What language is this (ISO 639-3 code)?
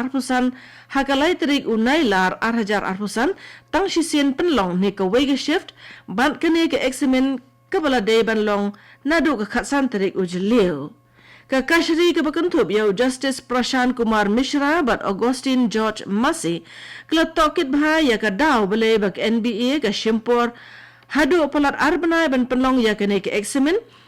kha